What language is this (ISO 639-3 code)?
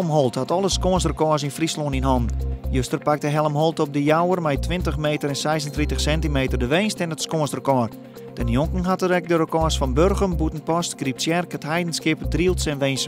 fry